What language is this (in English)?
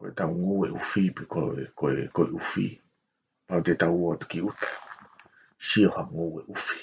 Tongan